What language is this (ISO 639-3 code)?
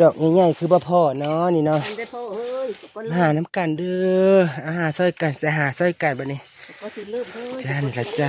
tts